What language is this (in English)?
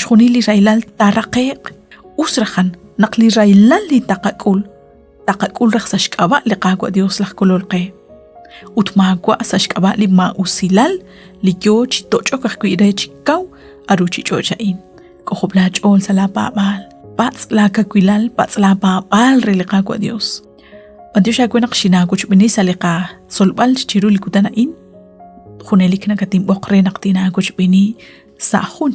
Kekchí